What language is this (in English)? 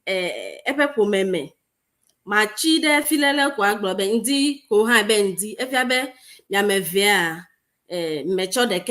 Ewe